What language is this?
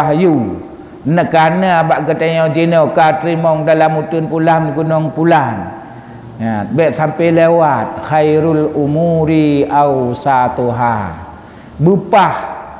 Achinese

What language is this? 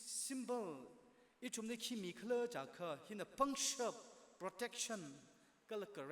Tangkhul Naga (India)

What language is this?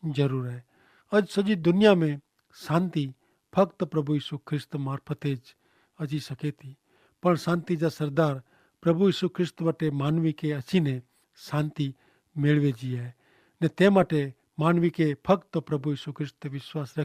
Kachhi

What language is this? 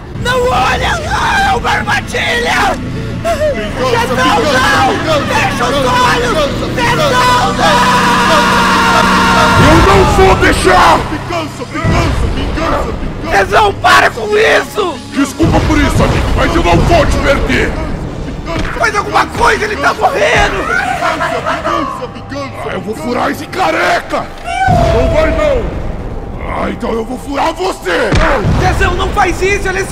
Portuguese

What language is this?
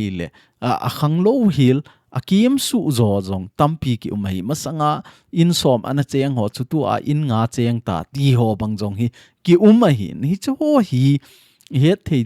Thado Chin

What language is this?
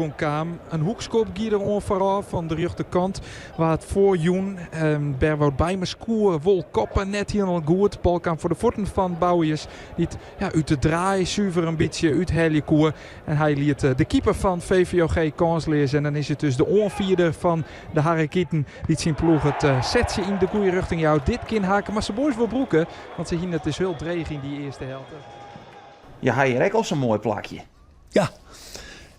Western Frisian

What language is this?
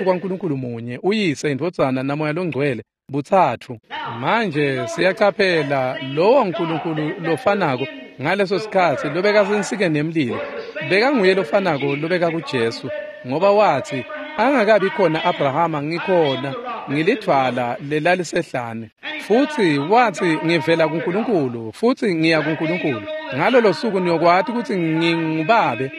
Swati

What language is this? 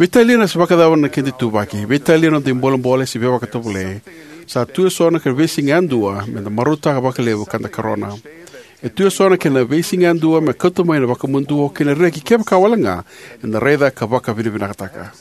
Fijian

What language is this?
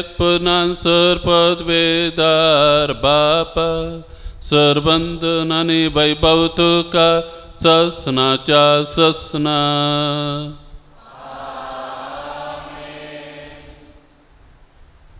Konkani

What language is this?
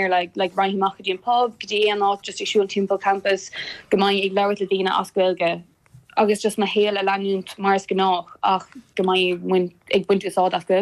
Irish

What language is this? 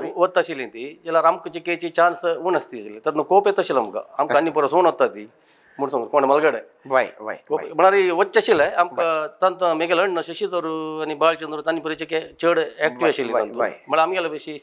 Konkani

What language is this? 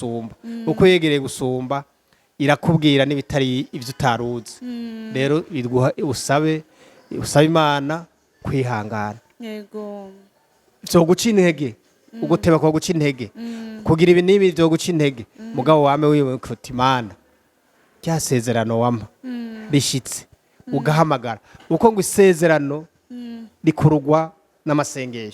Rundi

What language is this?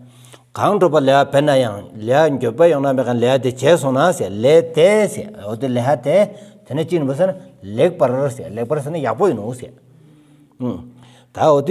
Stod Bhoti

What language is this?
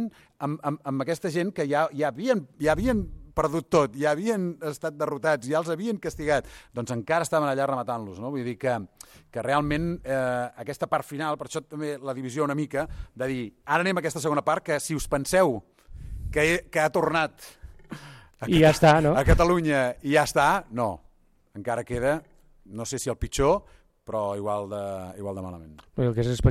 Catalan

